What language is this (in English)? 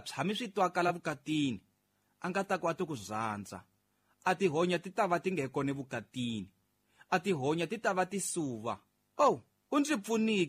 Tsonga